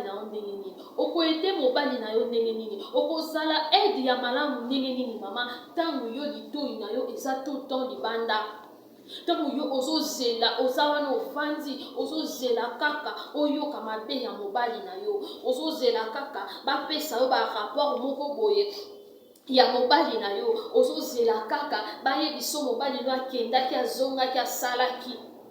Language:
Lingala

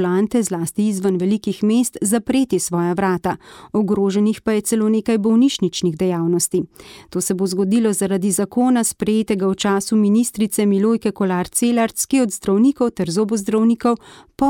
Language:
Slovenian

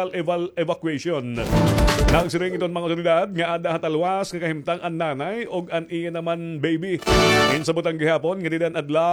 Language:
Waray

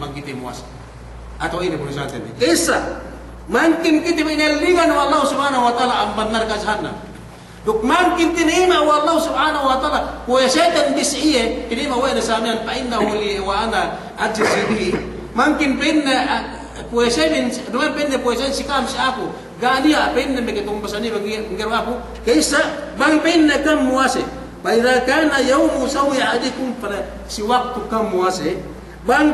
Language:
Yakan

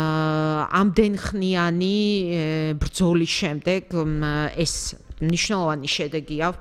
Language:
Georgian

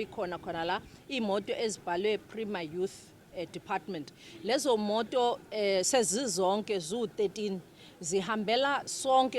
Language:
Zulu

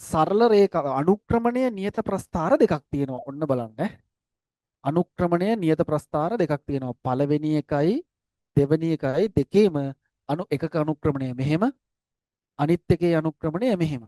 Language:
Sinhala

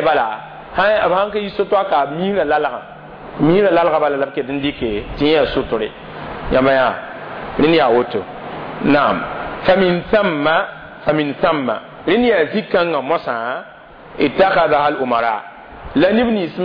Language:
Mossi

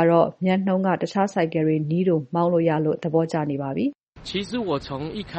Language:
Burmese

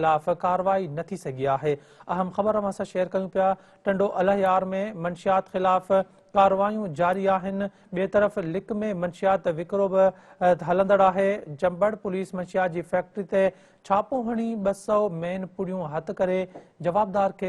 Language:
Sindhi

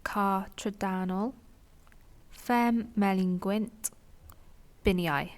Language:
Welsh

